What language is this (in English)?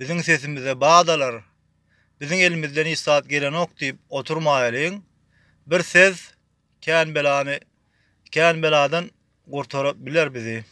Turkmen